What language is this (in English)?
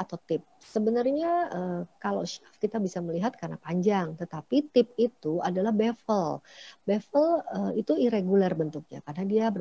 Indonesian